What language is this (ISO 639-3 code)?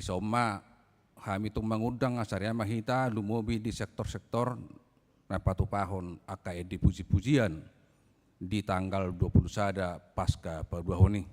bbc